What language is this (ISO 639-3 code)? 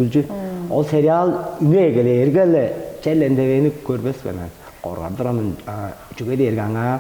tyv